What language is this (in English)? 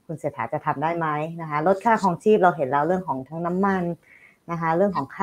Thai